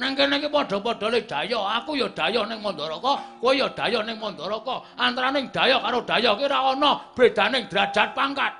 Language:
Javanese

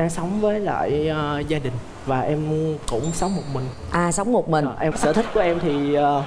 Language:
Vietnamese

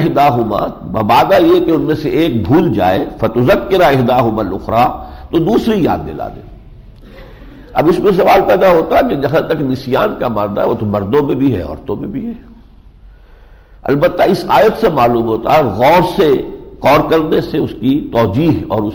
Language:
Urdu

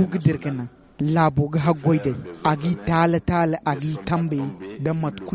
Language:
Zarma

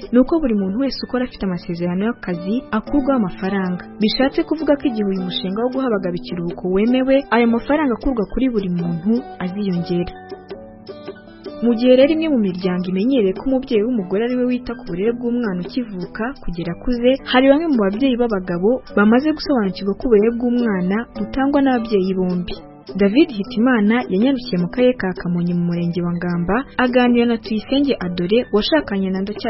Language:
Kinyarwanda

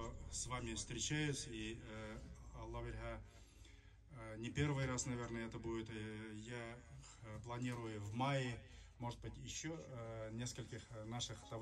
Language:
Bashkir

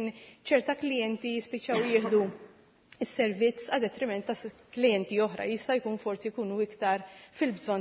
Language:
Maltese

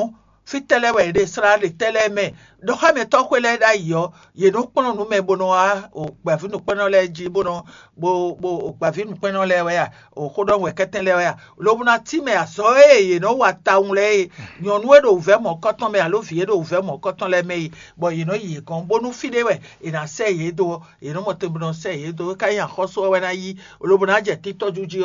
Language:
Fon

